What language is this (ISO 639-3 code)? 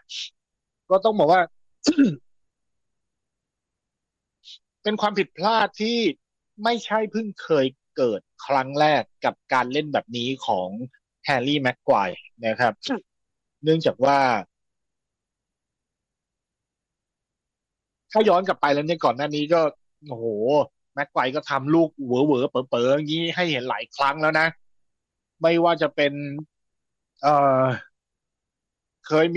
tha